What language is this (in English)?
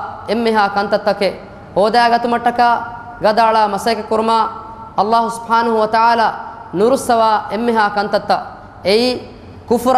Divehi